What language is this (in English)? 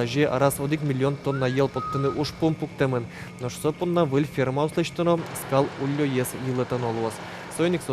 Udmurt